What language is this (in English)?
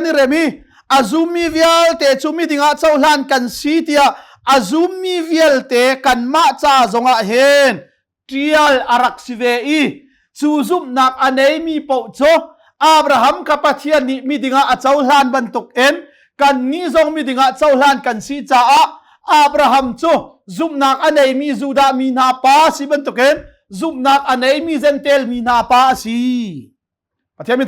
Hakha Chin